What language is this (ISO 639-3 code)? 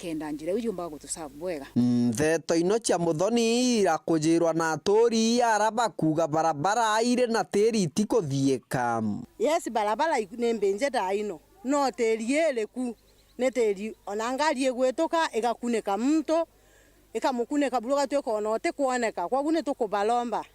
mer